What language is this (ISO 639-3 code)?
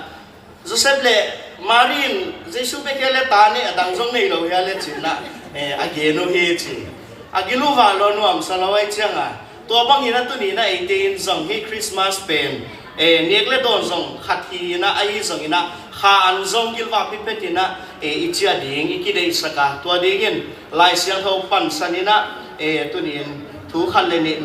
ctd